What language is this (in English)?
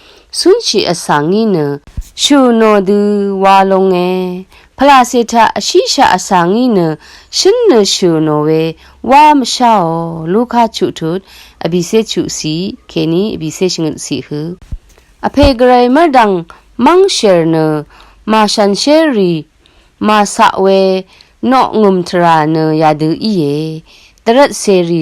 Rawang